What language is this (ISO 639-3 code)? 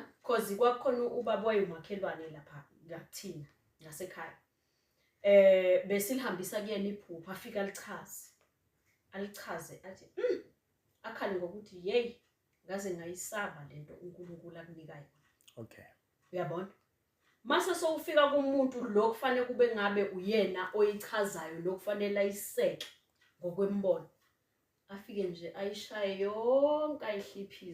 zul